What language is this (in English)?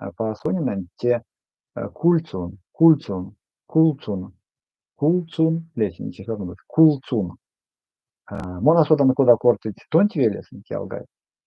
Erzya